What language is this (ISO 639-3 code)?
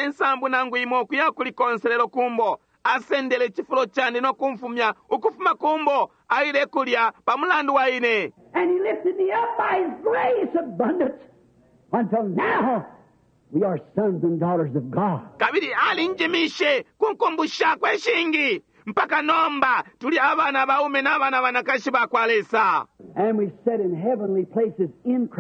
bem